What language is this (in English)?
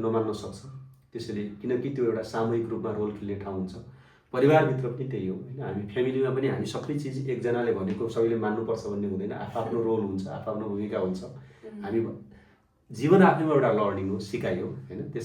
Nepali